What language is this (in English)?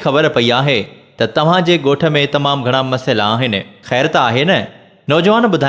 Sindhi